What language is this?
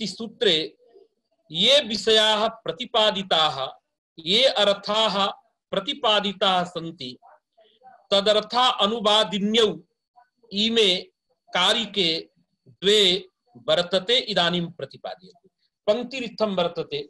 Sanskrit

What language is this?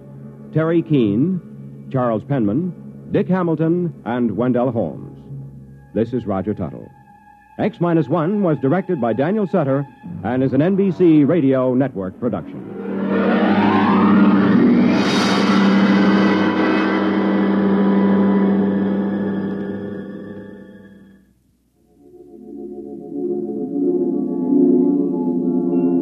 English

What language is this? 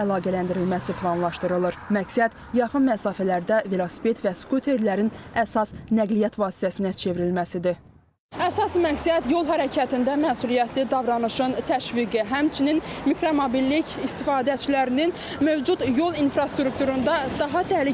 Azerbaijani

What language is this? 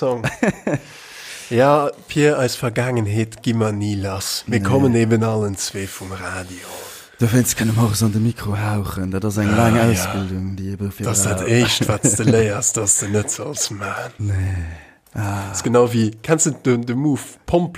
Luxembourgish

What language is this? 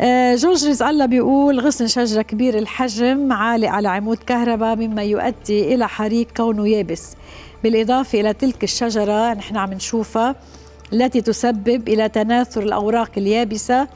North Levantine Arabic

